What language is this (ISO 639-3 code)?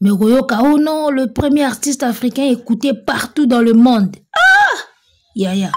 lin